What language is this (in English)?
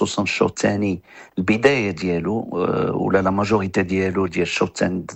Moroccan Arabic